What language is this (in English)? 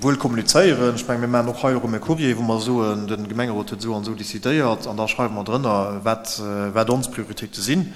Luxembourgish